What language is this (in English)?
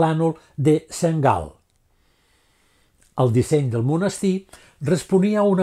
Catalan